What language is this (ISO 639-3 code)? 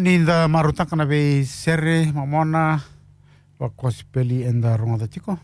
fij